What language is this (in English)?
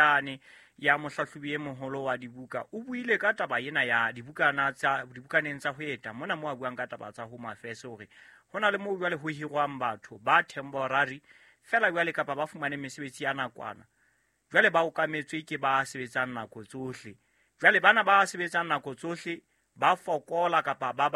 Southern Sotho